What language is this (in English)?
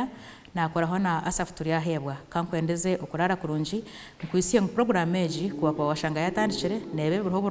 Nyankole